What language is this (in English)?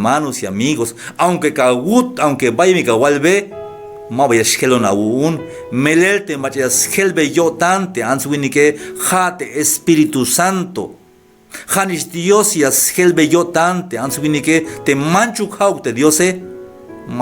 Tzeltal